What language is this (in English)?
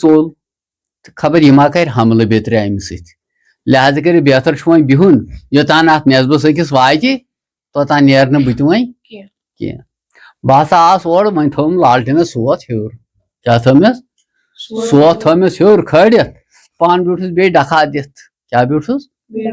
Kashmiri